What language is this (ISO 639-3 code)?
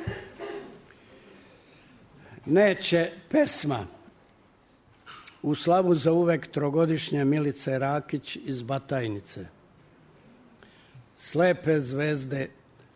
srp